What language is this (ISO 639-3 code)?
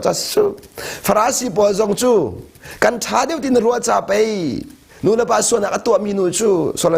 cnh